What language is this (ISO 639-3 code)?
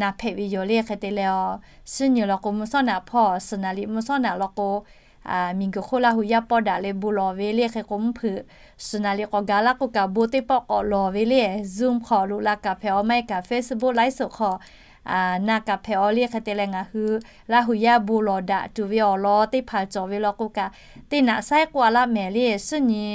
lhu